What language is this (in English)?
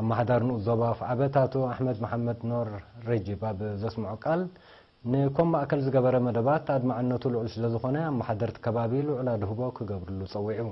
Tigrinya